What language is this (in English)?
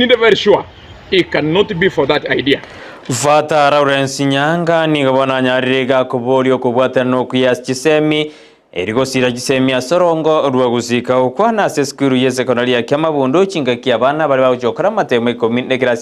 Gusii